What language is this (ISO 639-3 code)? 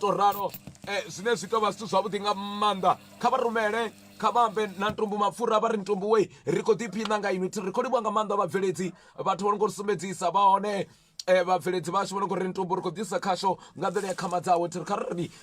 ven